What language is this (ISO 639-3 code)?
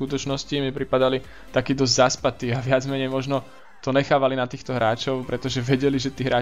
slk